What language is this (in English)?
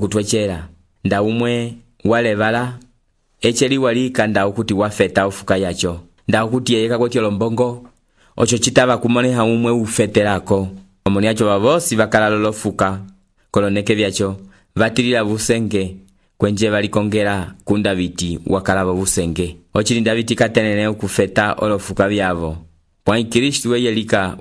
Umbundu